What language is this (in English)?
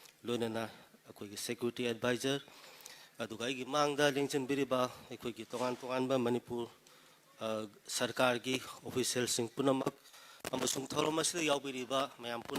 Manipuri